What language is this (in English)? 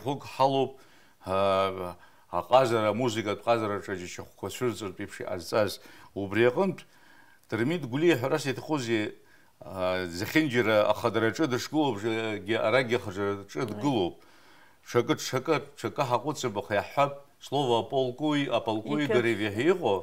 Abkhazian